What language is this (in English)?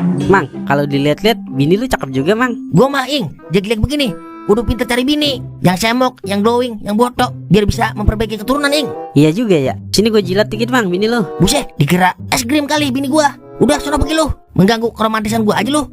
Betawi